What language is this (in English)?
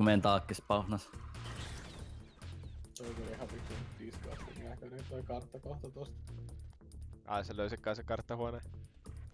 Finnish